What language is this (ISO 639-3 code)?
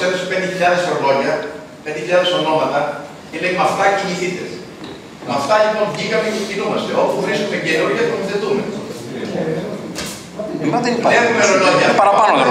ell